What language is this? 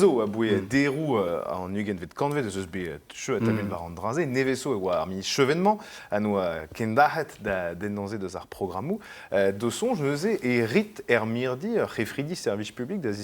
Breton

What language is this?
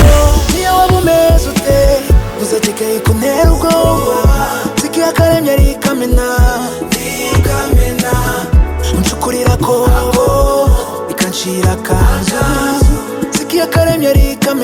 Kinyarwanda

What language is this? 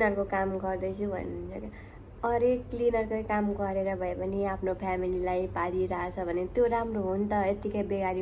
Nepali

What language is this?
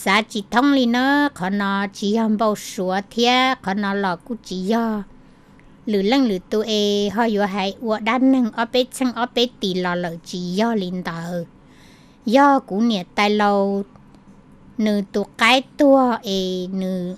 Hmong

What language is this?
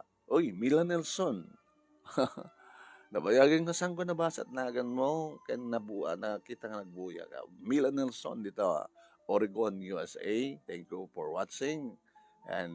Iloko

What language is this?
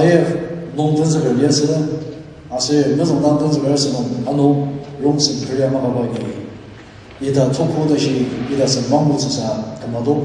Ao Naga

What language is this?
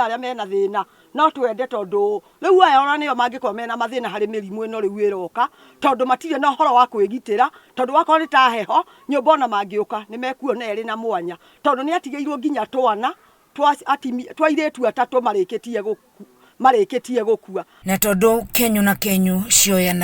Kikuyu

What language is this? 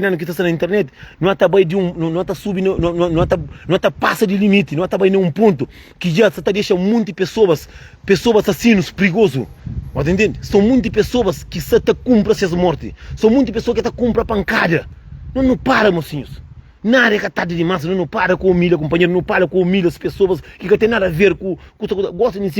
Kabuverdianu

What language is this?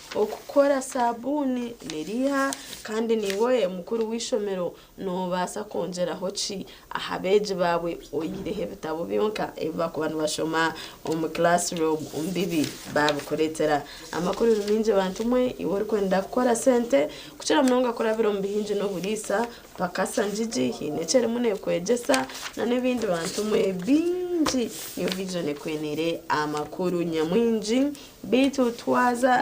Nyankole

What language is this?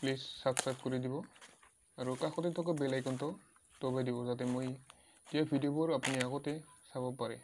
Assamese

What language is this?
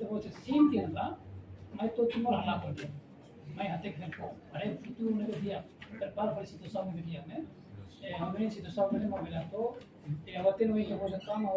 Tetum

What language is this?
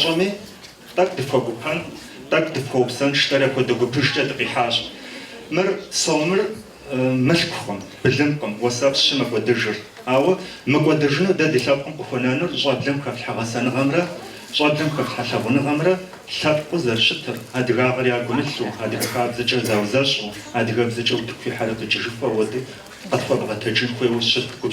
Kabardian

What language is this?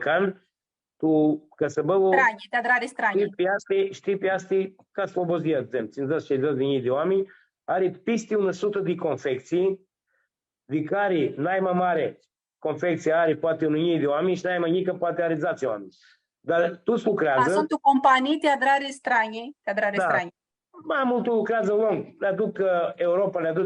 Aromanian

